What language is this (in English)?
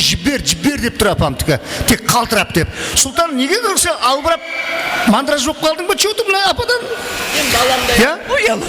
Kara-Kalpak